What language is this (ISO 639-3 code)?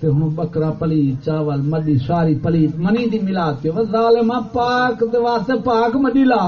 skr